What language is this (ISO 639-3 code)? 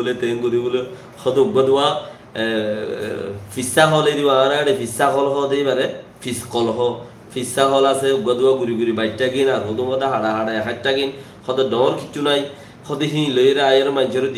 rhg